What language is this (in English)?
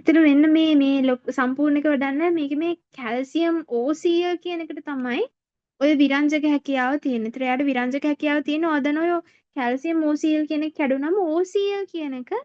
Sinhala